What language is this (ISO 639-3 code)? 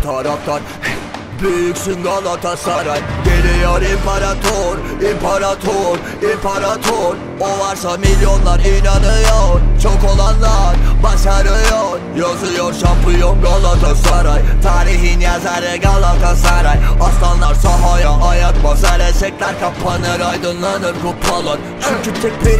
tur